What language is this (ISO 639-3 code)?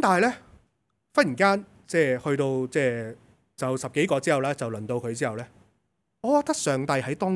yue